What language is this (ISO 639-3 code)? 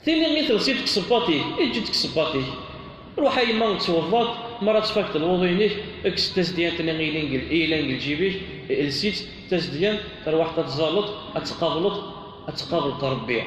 kab